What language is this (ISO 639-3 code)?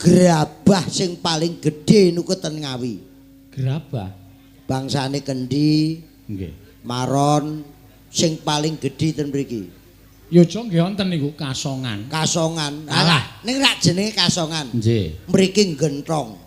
jav